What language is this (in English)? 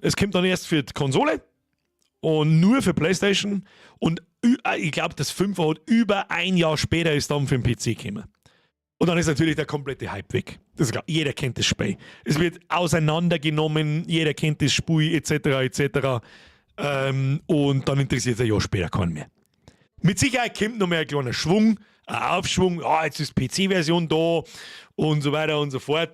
Bavarian